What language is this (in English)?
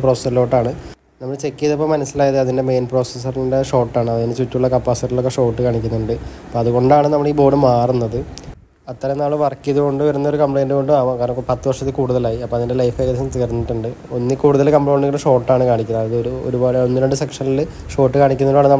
Malayalam